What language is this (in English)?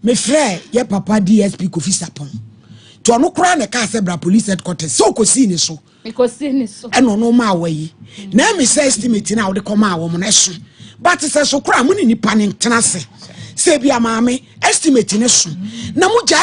Akan